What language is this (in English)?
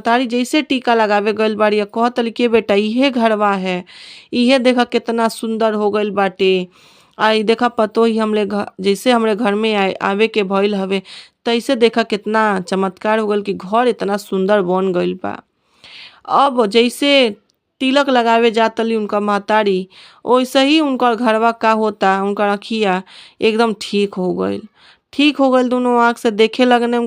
Bhojpuri